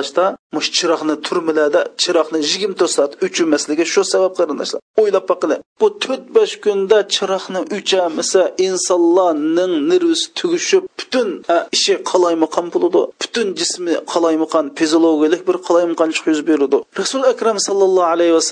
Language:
Uyghur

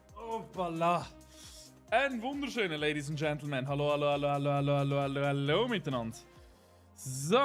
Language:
Swiss German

